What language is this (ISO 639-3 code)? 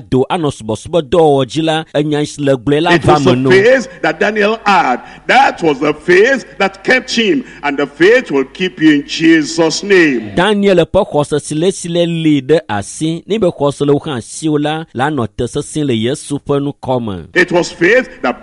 ewe